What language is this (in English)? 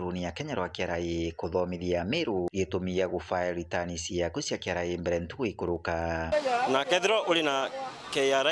Meru